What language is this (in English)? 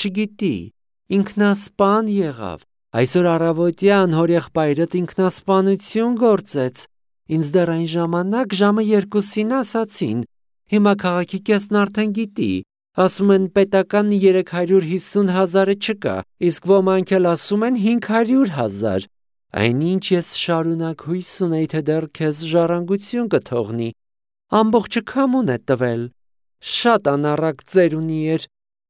Armenian